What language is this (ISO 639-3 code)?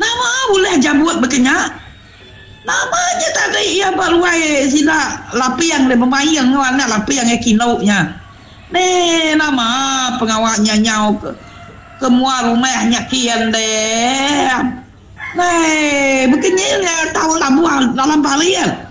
iba